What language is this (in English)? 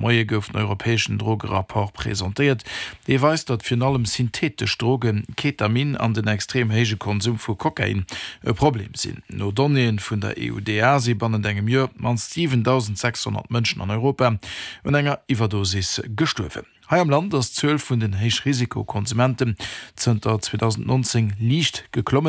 Luxembourgish